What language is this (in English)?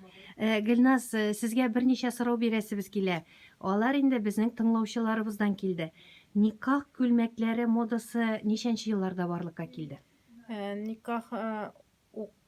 Tatar